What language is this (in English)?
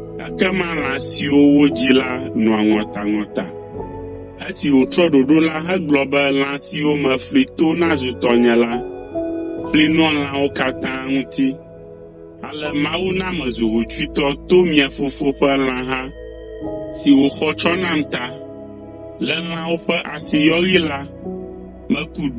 Ewe